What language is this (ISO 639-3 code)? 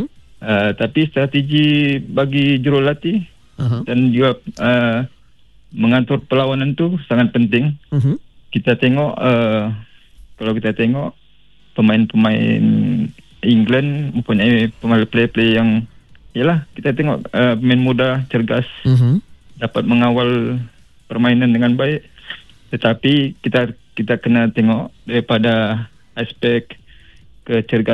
msa